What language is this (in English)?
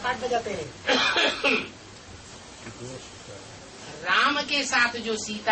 Hindi